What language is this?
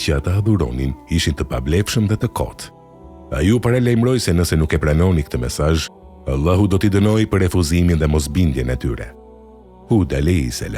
Albanian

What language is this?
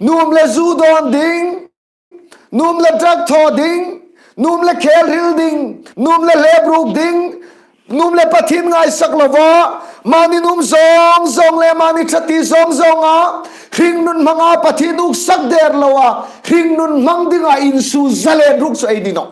Hmar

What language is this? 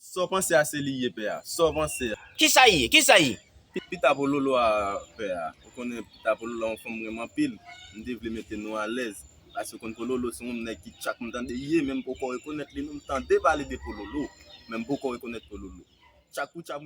Haitian Creole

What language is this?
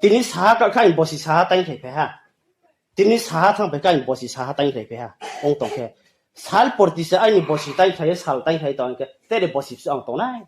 Riang (India)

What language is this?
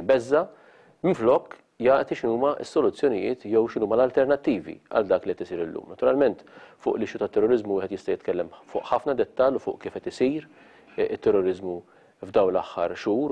Maltese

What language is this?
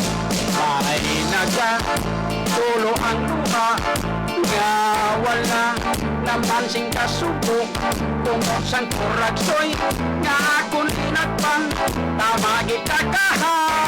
Hiligaynon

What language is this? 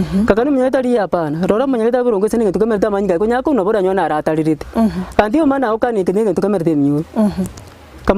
Gusii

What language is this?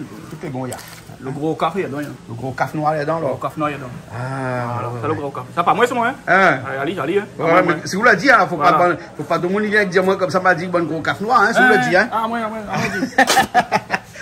Réunion Creole French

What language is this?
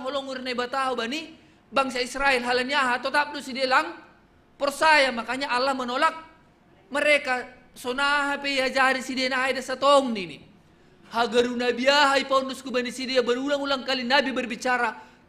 Batak Simalungun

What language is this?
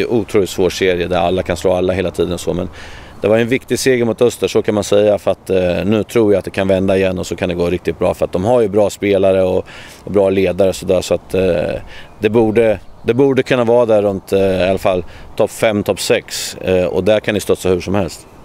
Swedish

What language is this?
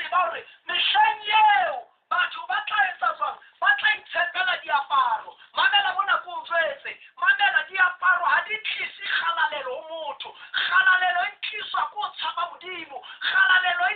Southern Sotho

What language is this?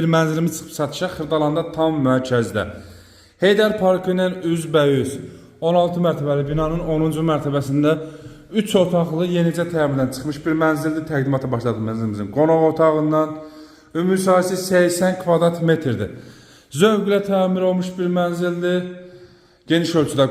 Azerbaijani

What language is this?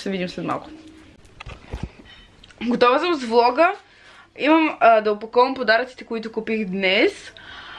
Bulgarian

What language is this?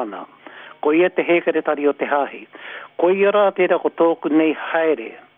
Māori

